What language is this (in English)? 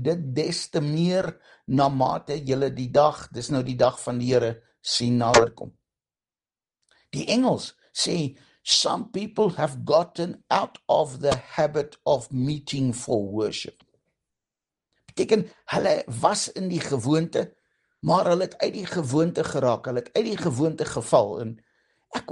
Afrikaans